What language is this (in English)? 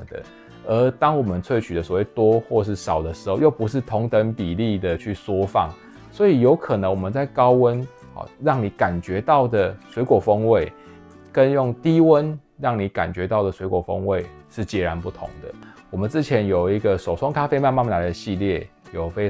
Chinese